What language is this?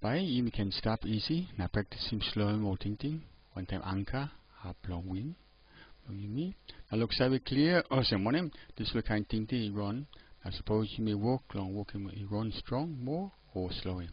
Tok Pisin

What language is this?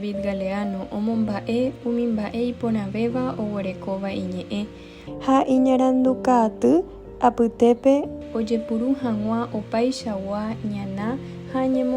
Guarani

